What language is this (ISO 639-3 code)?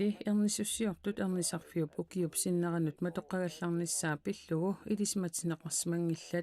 kal